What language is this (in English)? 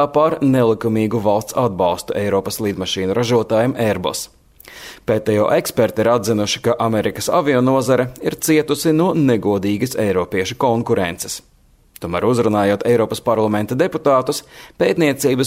Latvian